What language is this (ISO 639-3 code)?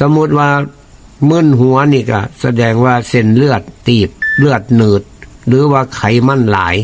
tts